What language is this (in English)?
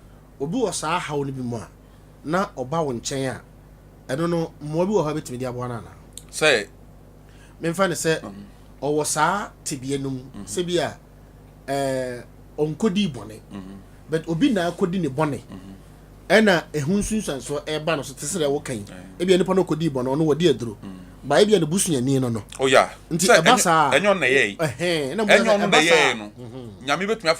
Akan